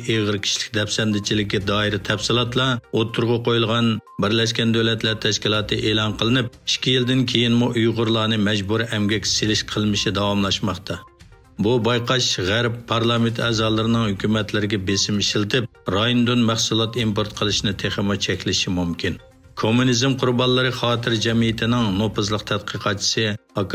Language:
Uyghur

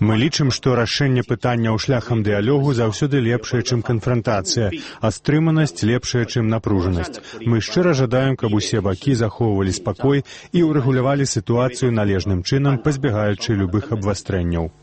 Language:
Belarusian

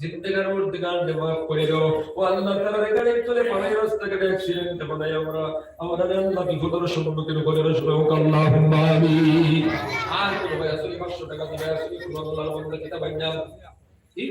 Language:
Sylheti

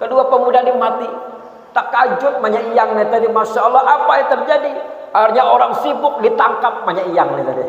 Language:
Banjar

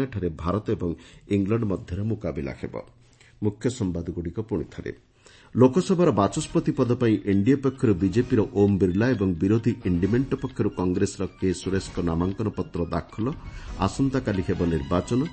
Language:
Odia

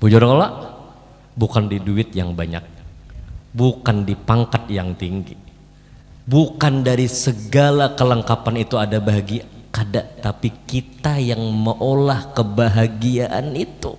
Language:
Banjar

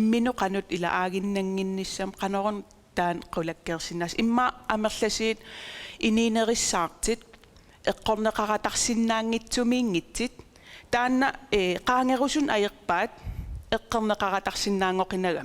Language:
Kalaallisut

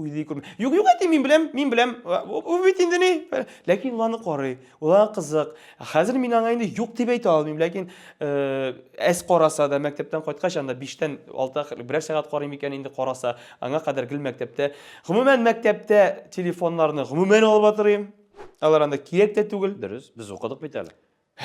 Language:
Tatar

